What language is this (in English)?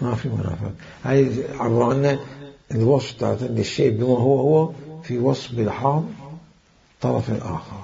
Mesopotamian Arabic